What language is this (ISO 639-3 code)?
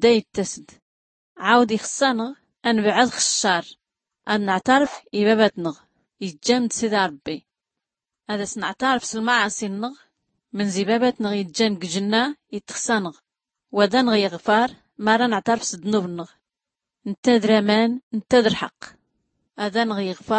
shi